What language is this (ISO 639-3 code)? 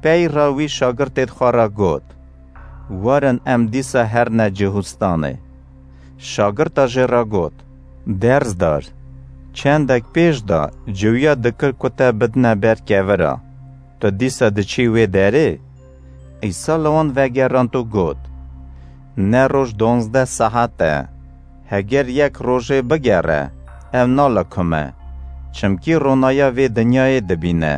kur